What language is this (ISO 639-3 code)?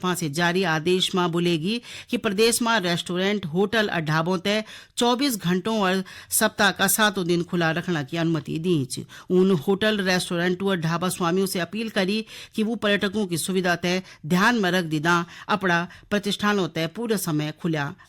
gbm